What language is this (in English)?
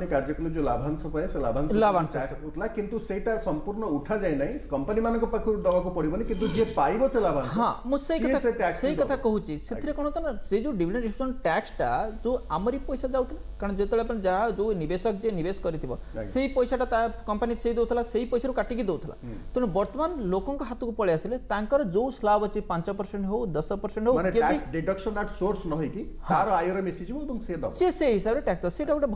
Odia